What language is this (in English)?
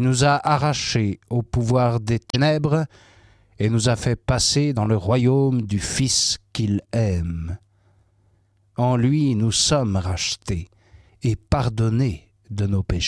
French